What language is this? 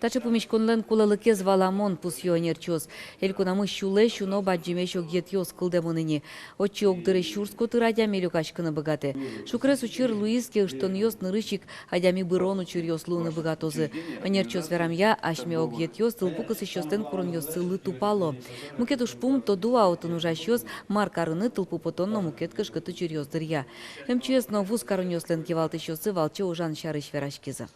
Udmurt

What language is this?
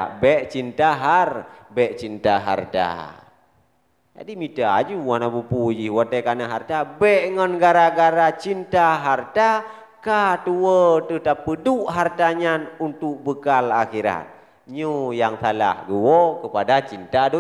Achinese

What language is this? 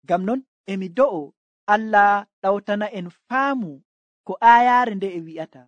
Nigerian Fulfulde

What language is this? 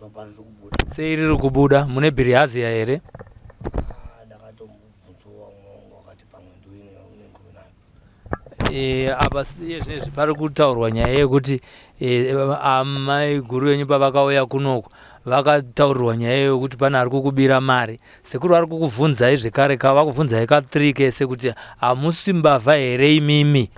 Shona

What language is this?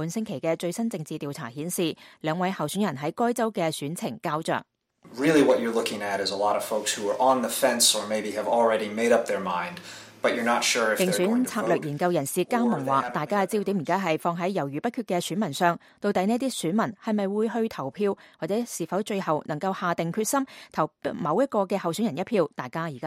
Cantonese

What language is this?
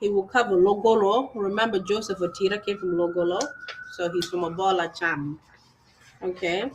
Acoli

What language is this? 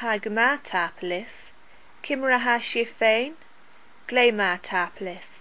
Scottish Gaelic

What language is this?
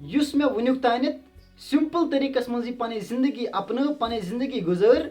Kashmiri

